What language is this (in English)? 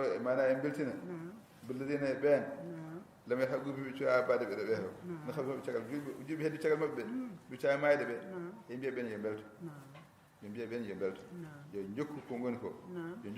Fula